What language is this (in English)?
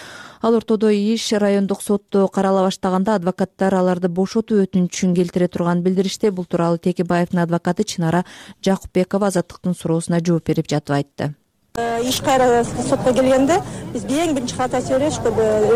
Kyrgyz